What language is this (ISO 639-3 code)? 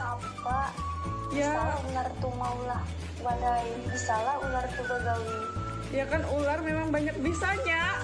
bjn